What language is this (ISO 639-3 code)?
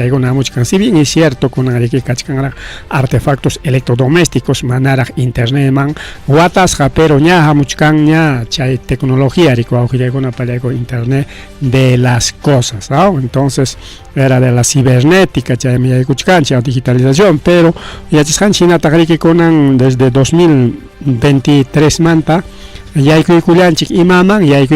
quy